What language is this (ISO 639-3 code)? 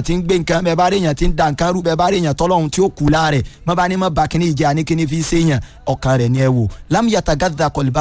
yor